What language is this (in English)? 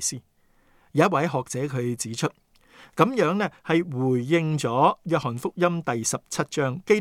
Cantonese